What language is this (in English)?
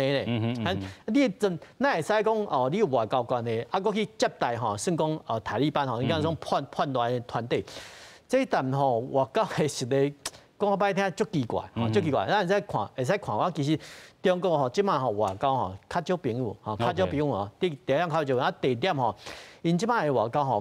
Min Nan Chinese